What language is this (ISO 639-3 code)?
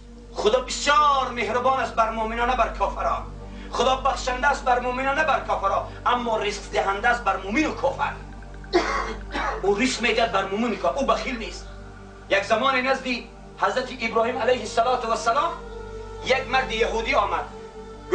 tgk